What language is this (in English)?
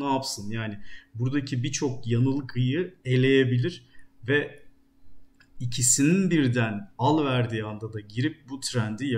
Turkish